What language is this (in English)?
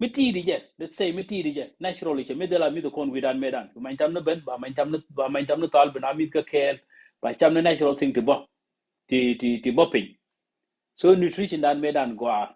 Nuer